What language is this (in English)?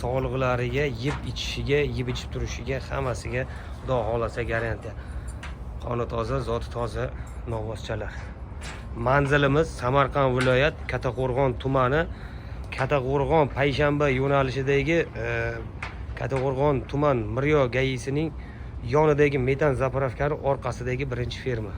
Uzbek